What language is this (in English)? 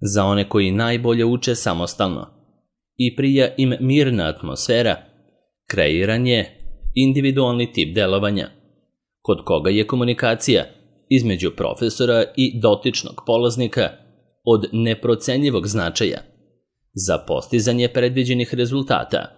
Serbian